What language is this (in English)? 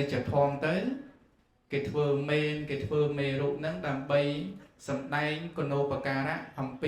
Khmer